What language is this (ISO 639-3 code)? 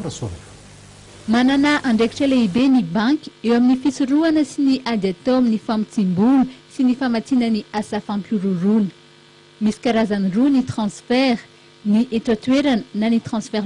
mlg